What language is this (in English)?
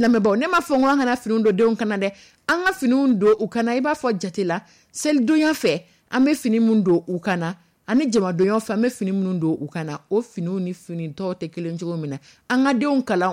Dyula